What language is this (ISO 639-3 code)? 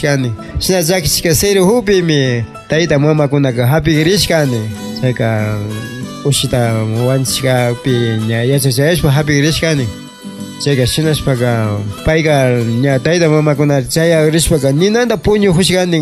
qvi